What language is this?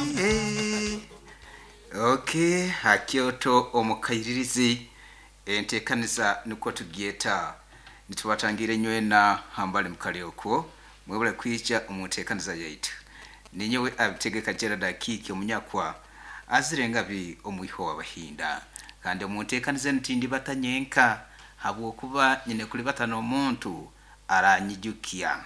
Nyoro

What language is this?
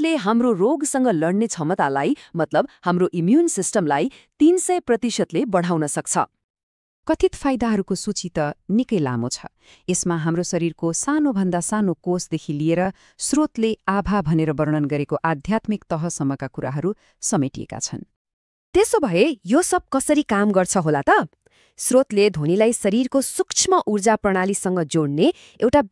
Nepali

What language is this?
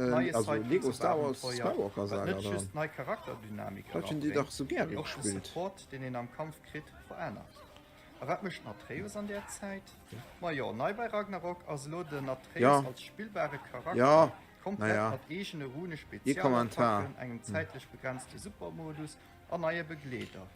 Luxembourgish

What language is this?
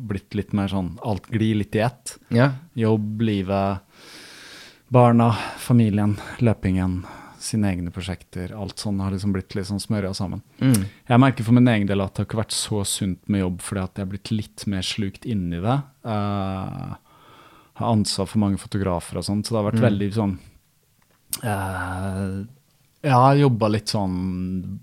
Norwegian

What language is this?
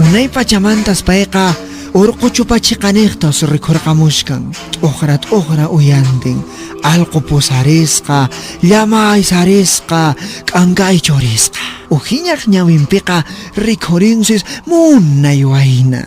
Quechua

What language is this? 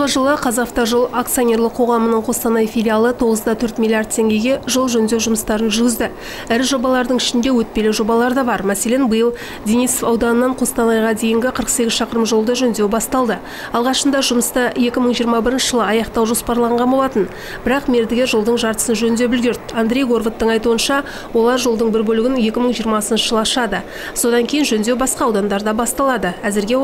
Kazakh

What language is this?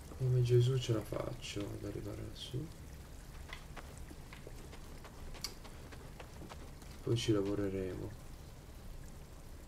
Italian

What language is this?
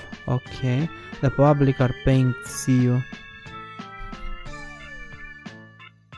Romanian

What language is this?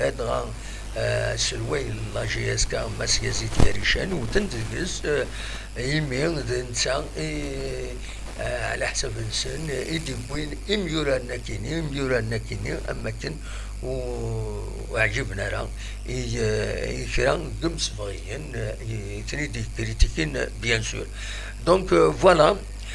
Kabyle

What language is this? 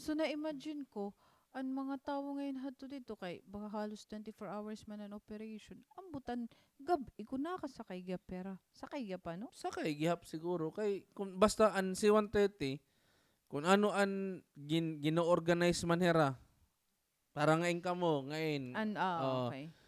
Waray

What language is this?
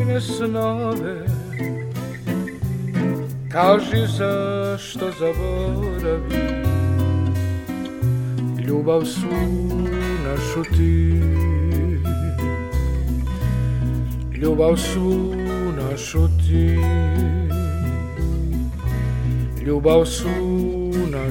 Serbian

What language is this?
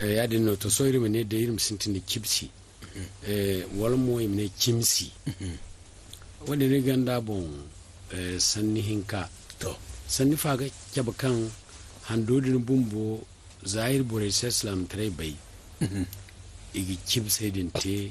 Zarma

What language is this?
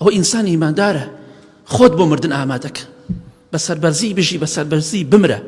Central Kurdish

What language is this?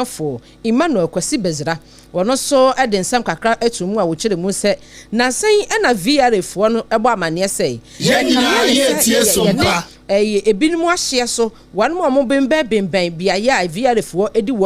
Akan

